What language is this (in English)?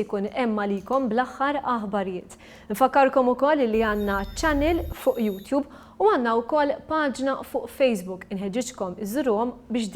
Maltese